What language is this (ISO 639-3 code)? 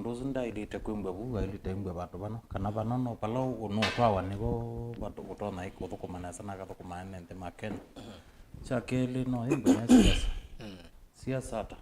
kam